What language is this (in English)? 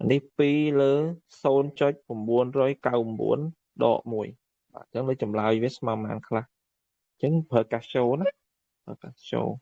Khmer